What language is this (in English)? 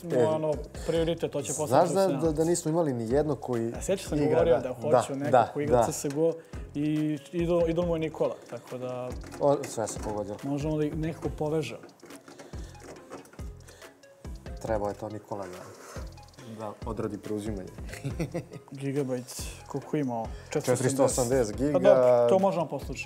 Serbian